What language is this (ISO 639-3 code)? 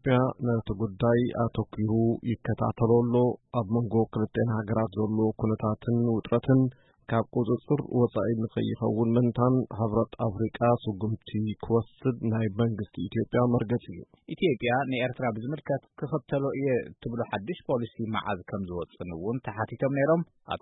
tir